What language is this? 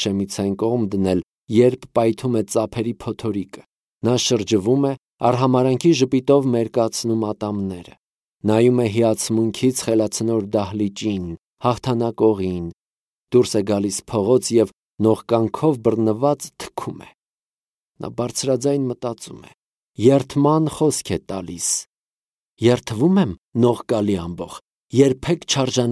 Armenian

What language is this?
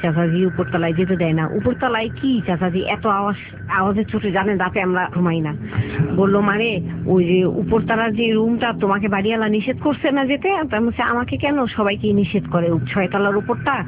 Bangla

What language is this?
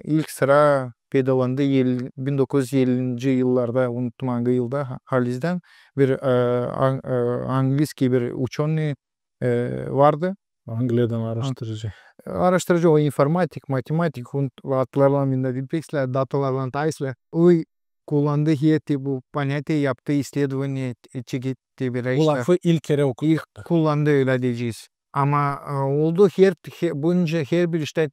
Gagauz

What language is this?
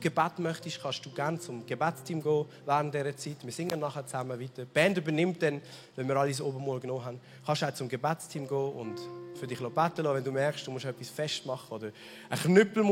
Swiss German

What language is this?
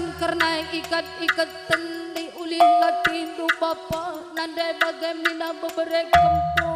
Batak Karo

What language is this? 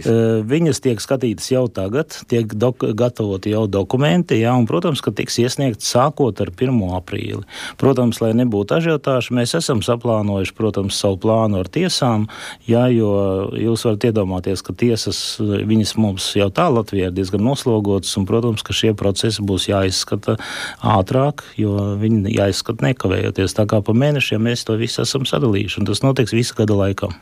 Latvian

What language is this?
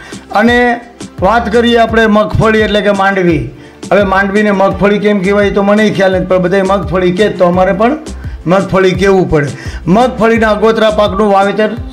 Gujarati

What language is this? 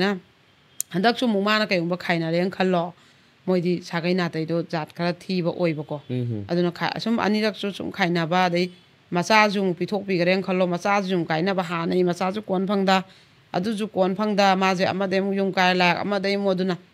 Manipuri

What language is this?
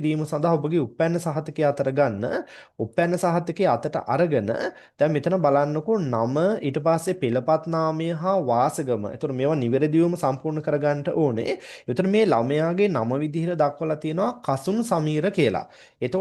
Sinhala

